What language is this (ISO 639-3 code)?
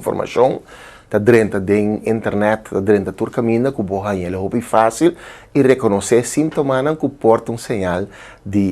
pap